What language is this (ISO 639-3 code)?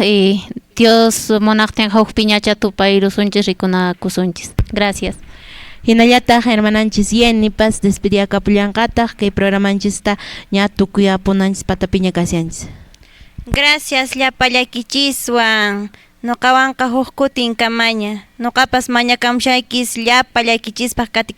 que